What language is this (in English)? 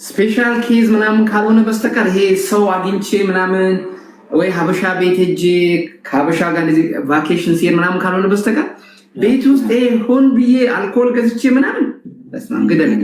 Amharic